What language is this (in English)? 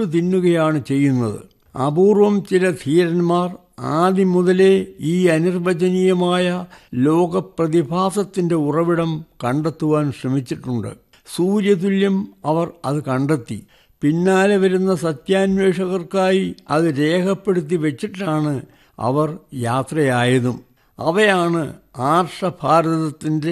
Malayalam